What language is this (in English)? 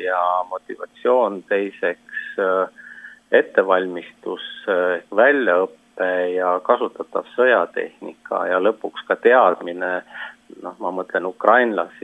Estonian